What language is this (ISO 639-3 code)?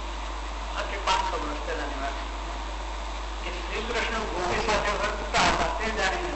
guj